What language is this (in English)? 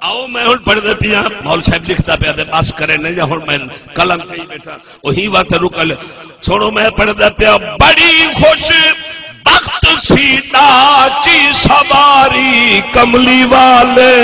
Saraiki